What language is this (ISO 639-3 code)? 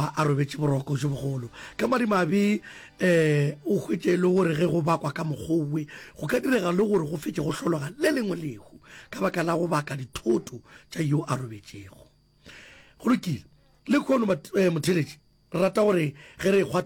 nso